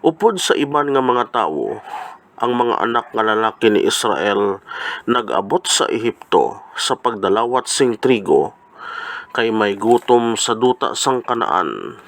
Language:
Hiligaynon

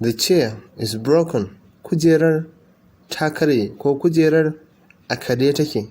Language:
Hausa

